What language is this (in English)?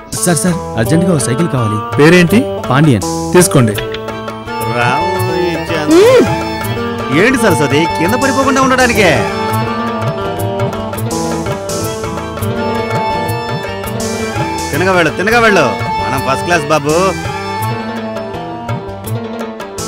Telugu